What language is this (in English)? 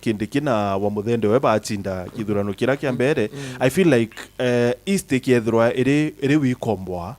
Meru